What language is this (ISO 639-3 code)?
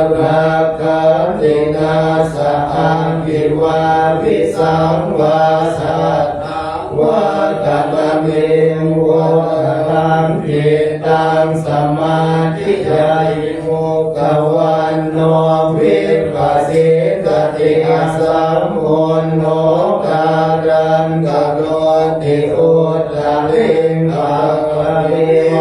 pli